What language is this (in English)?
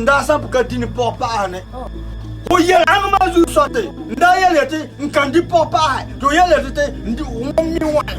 Frafra